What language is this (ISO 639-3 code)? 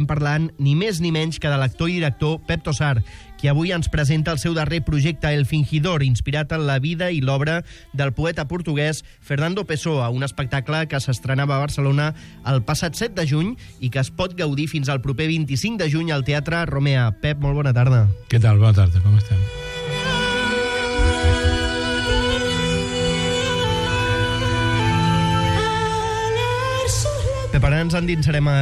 cat